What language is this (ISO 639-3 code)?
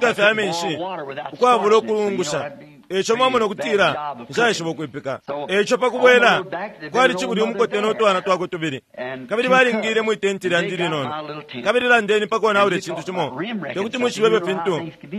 bem